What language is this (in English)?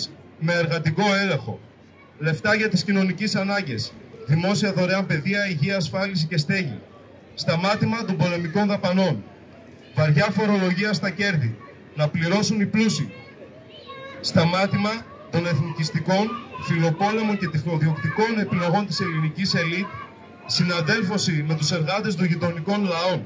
Greek